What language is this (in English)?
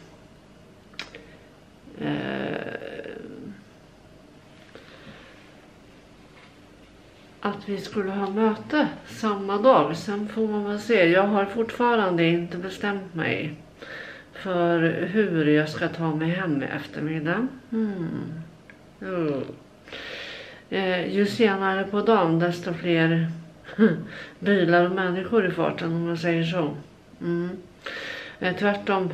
Swedish